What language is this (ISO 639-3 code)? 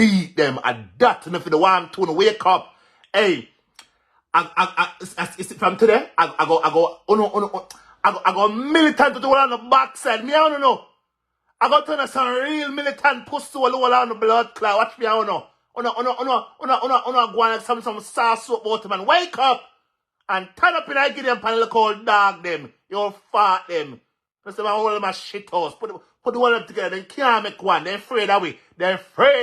jam